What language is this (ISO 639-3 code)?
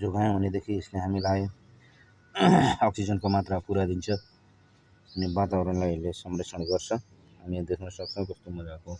nep